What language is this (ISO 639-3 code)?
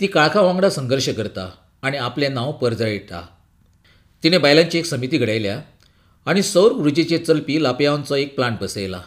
kok